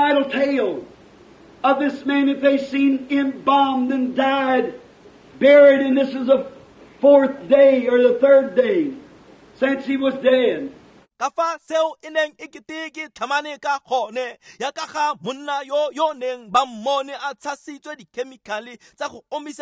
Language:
Tswana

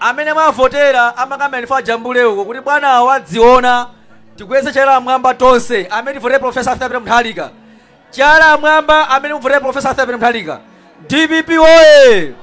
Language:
Nyanja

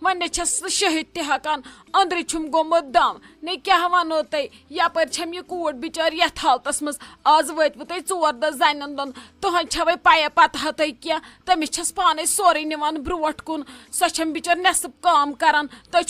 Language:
Kashmiri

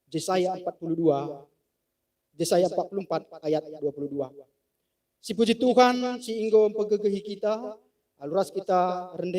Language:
Batak Karo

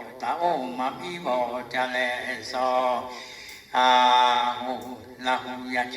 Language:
Lahu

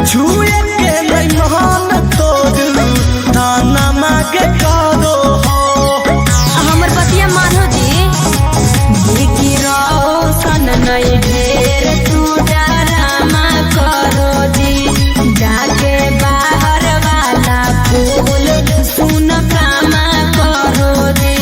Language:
Magahi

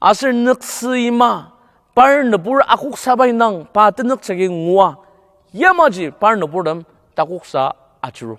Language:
Ao Naga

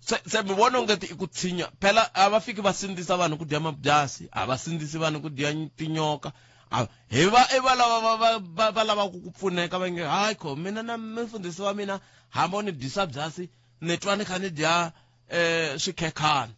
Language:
Tsonga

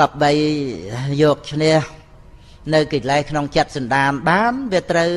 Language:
Khmer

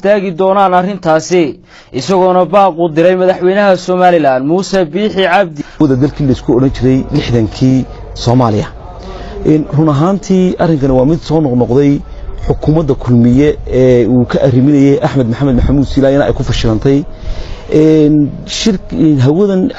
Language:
Somali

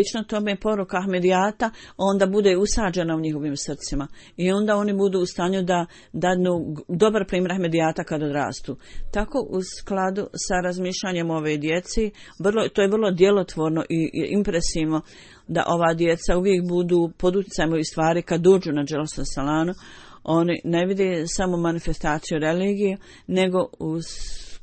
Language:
Bosnian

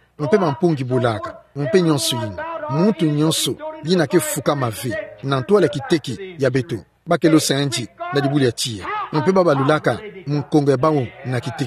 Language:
Kituba (Democratic Republic of Congo)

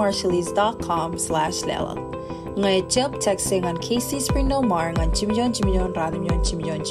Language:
Marshallese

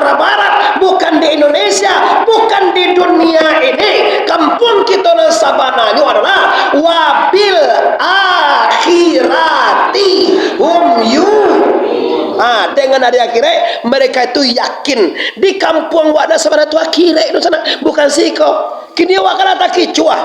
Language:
Minangkabau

